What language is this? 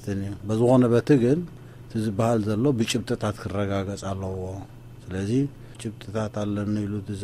Tigrinya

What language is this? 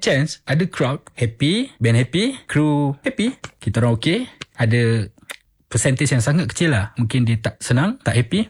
Malay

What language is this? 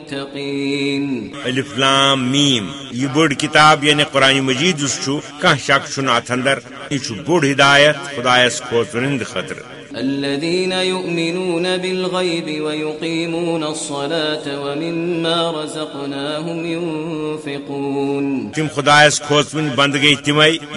Kashmiri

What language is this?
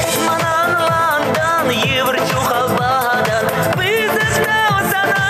Chuvash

